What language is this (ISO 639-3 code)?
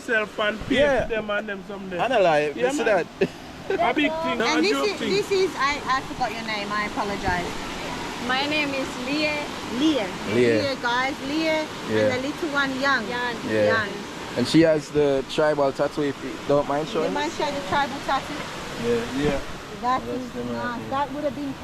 jam